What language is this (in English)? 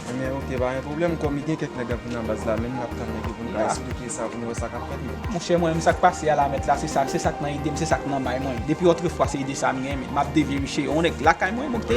Haitian Creole